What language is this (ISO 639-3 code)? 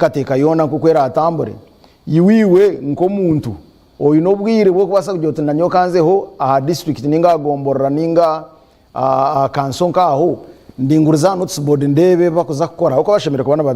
nyn